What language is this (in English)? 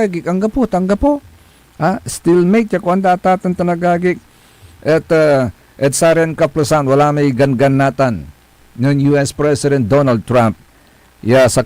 Pangasinan